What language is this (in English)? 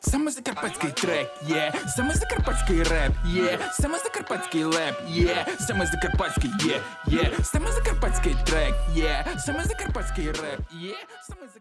Rusyn